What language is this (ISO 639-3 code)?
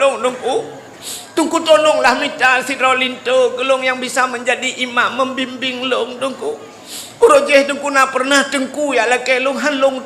ace